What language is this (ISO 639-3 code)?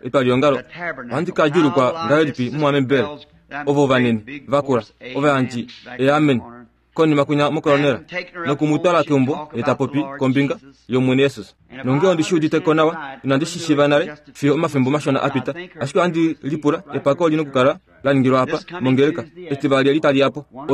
kua